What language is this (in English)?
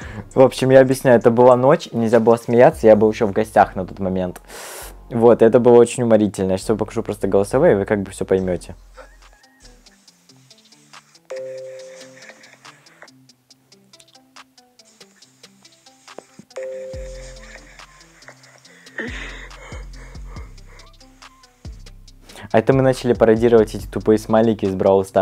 Russian